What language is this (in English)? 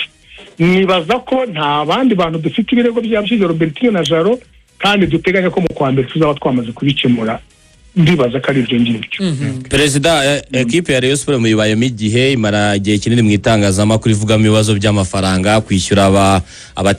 Kinyarwanda